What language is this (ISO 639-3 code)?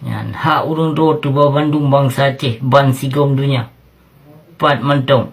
ace